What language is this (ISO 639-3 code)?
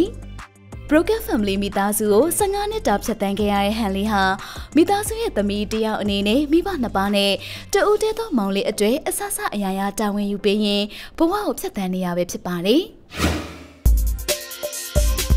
mya